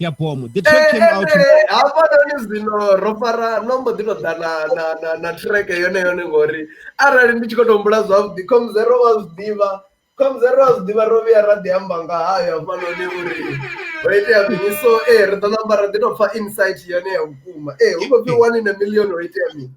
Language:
Venda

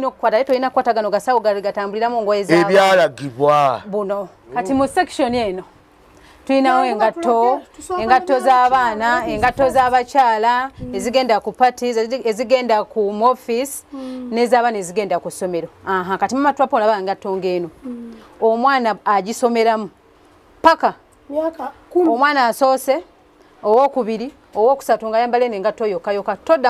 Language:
Ganda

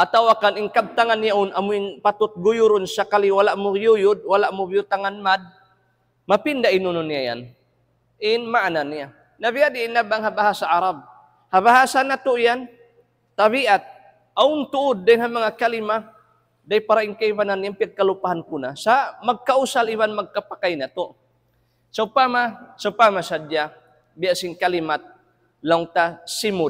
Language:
Tausug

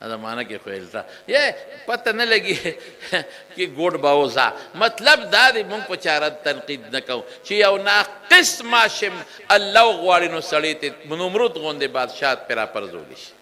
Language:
Pashto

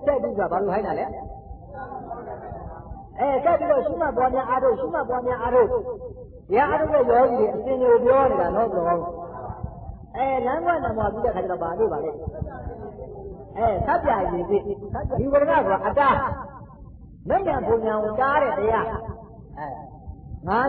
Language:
Burmese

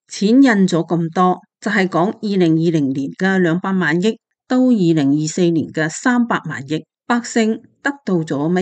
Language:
Cantonese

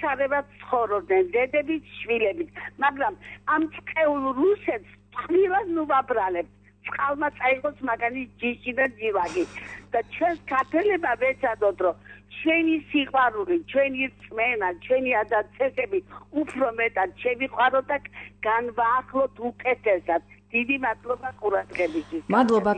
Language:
Georgian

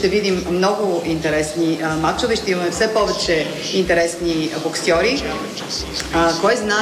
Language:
Bulgarian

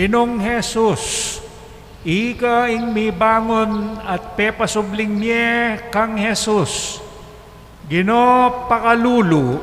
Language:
Pampanga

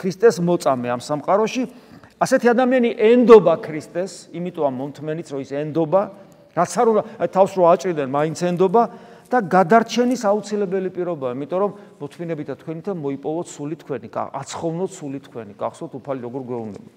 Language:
Georgian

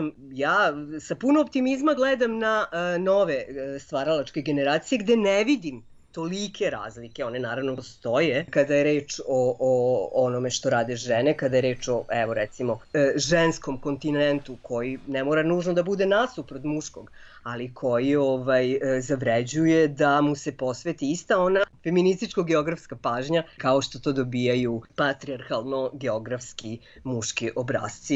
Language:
Serbian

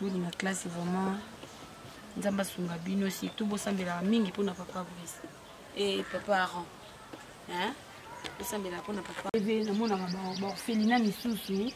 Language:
Lingala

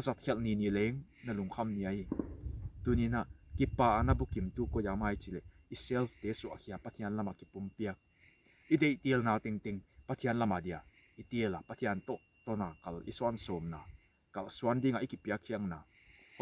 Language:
Paite Chin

